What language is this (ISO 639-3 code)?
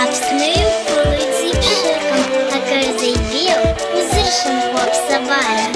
abk